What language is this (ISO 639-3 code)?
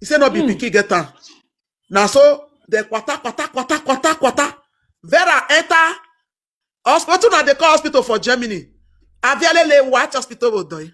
pcm